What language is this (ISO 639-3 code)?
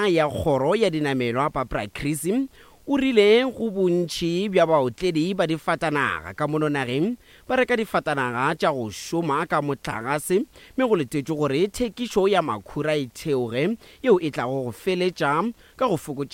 nso